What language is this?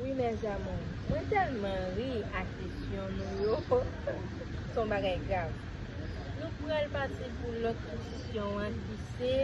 Haitian Creole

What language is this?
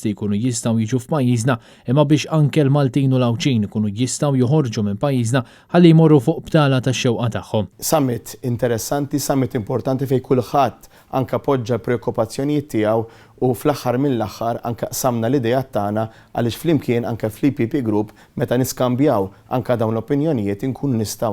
Maltese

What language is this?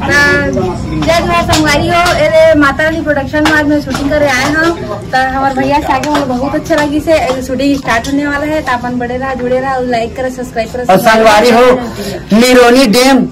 Chhattisgarhi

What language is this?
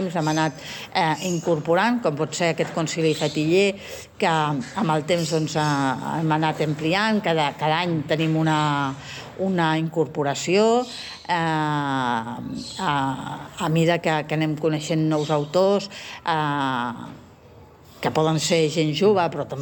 Catalan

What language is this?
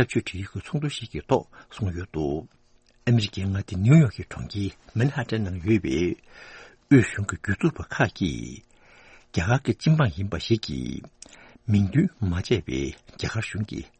Tibetan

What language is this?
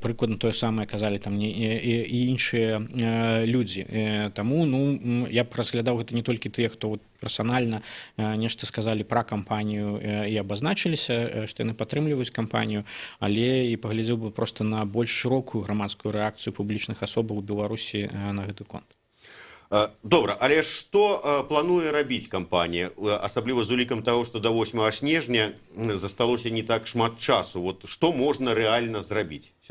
Belarusian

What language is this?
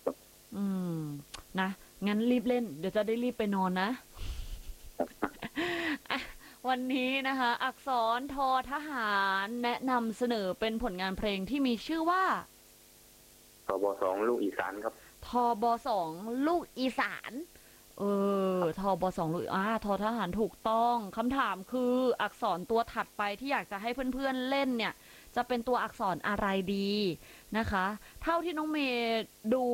Thai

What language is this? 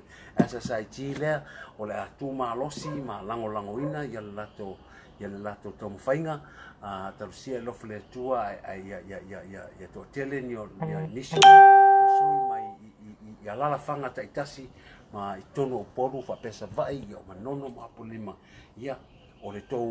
Samoan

